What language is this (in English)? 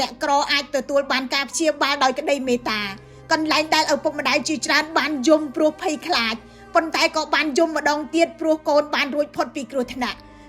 Khmer